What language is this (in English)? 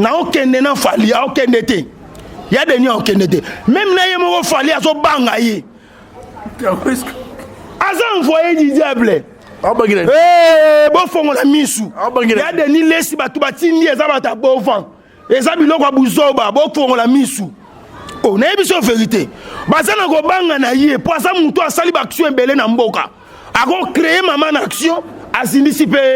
Lingala